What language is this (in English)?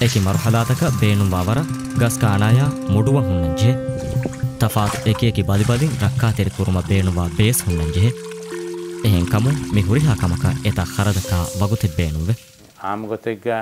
Divehi